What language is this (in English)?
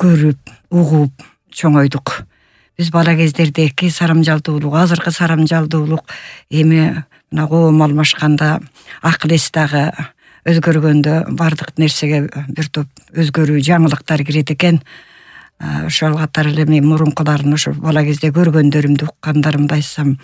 Kyrgyz